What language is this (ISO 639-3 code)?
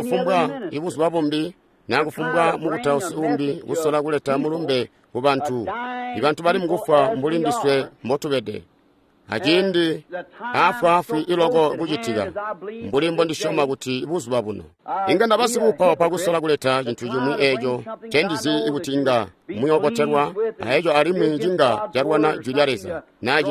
toi